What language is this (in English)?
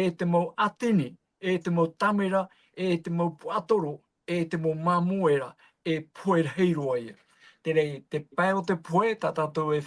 Tahitian